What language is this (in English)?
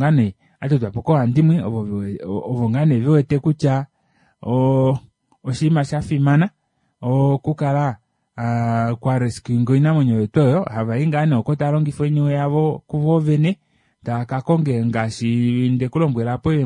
Kuanyama